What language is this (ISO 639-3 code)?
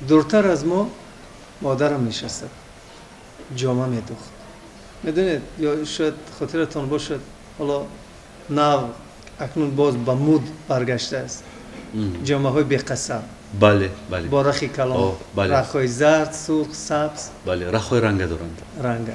tgk